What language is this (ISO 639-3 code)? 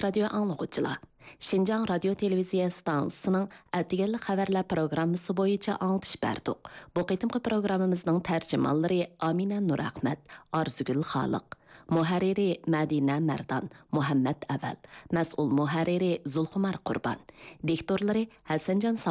uig